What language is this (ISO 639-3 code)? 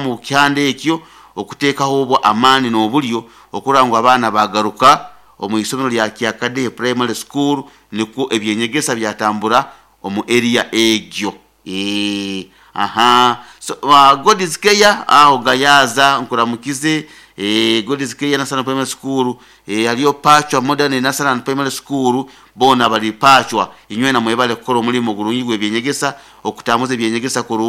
nyo